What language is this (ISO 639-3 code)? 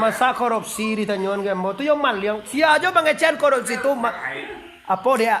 min